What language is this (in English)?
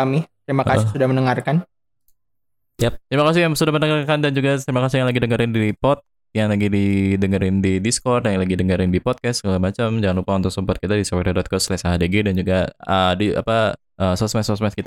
Indonesian